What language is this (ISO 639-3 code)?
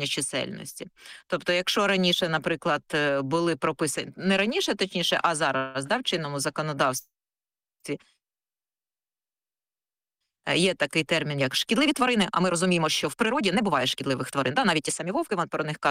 ukr